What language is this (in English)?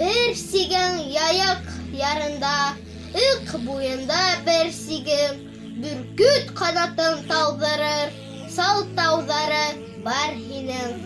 Bashkir